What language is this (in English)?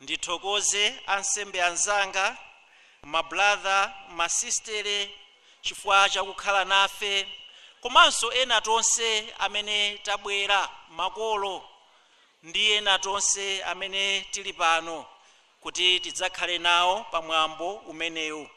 Nyanja